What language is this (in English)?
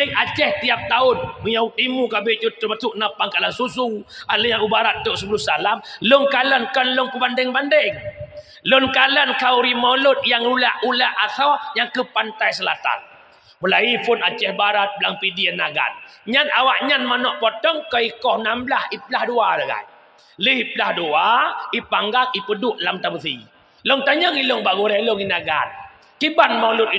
Achinese